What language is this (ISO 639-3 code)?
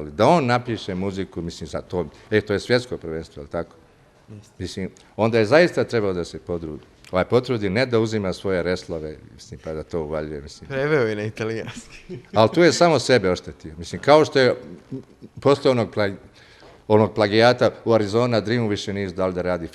bos